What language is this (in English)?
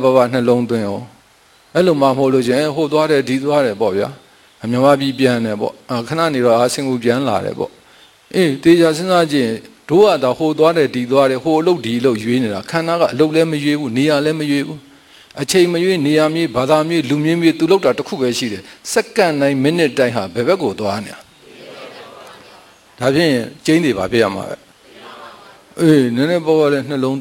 Burmese